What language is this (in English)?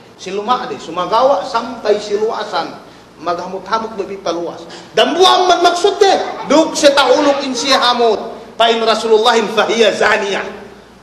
Yakan